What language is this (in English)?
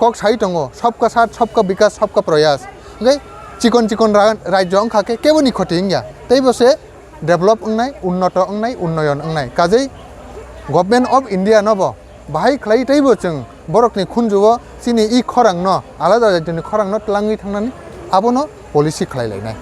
Kok Borok